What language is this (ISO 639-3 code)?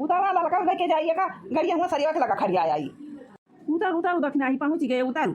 awa